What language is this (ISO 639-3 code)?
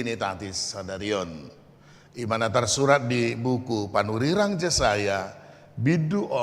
bbc